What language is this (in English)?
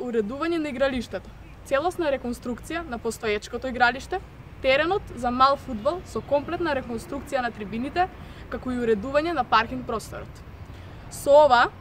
Macedonian